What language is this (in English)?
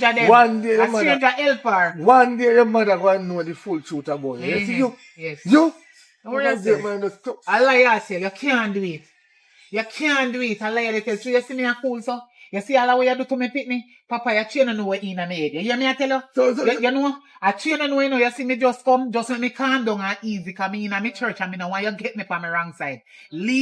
Jamaican Creole English